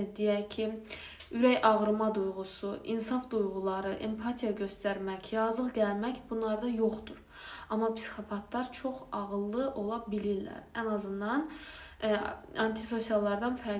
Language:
Azerbaijani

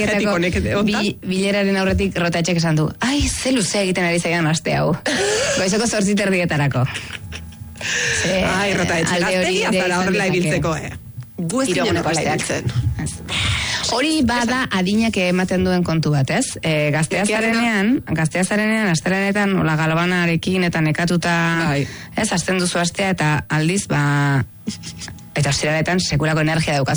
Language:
Basque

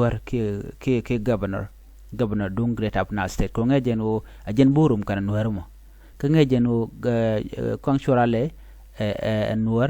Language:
Nuer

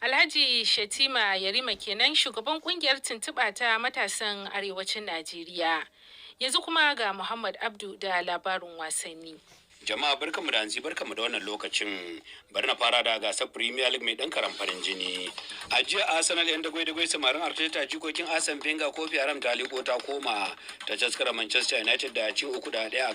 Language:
Hausa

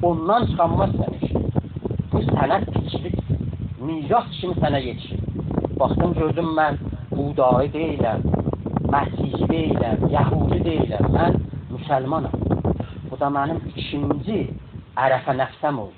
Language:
South Azerbaijani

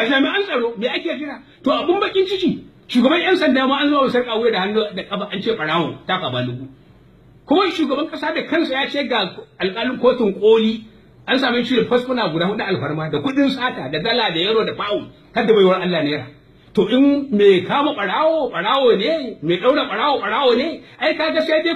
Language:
Hausa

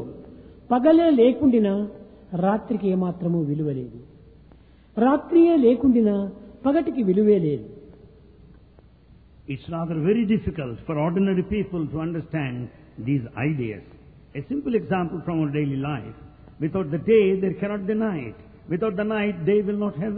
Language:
Telugu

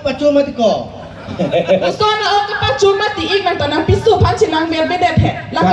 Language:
Karbi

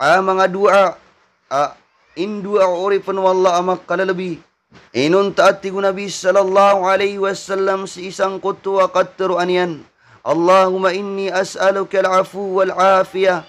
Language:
Maranao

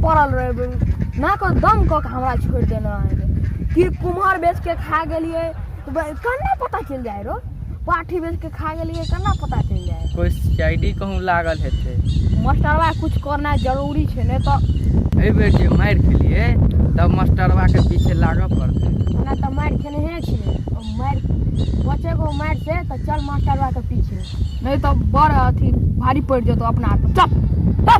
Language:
Maithili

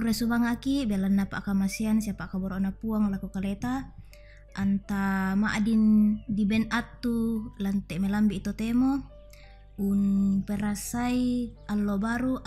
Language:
Toraja-Sa'dan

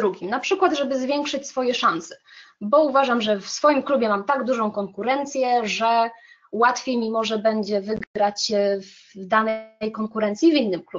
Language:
Polish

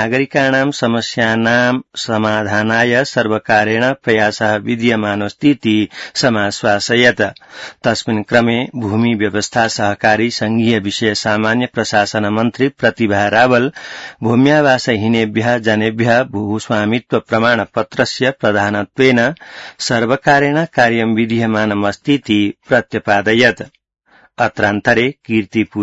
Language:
Sanskrit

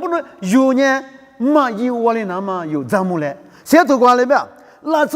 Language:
Lisu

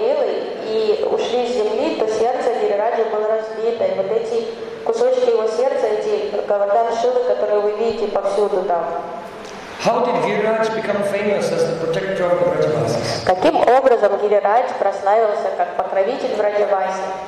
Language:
Russian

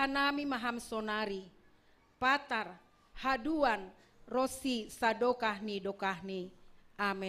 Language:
Batak Simalungun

